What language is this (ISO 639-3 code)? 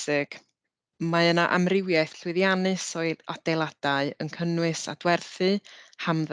cym